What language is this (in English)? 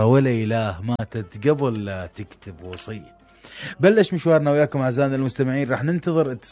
Mesopotamian Arabic